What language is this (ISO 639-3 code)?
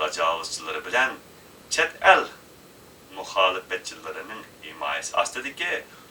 uig